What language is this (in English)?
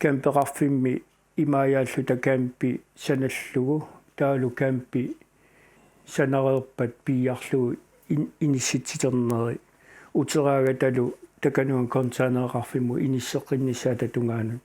Kalaallisut